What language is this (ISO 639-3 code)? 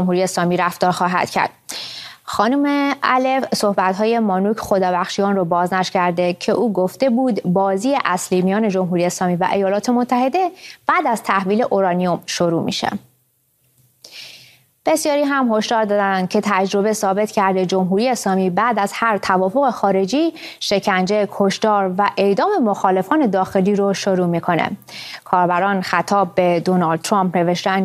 fas